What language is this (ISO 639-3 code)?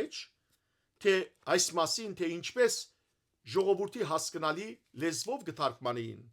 hyw